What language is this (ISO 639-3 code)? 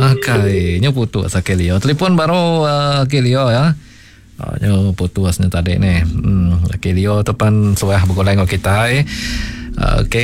iba